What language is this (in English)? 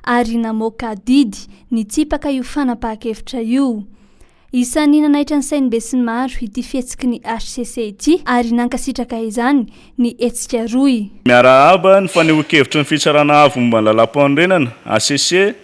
Malagasy